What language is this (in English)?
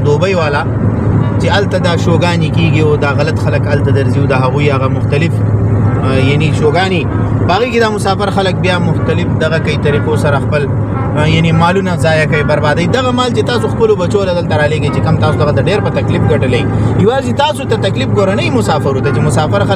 Pashto